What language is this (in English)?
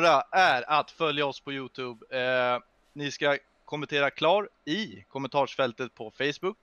Swedish